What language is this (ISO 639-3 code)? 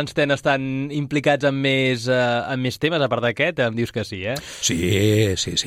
cat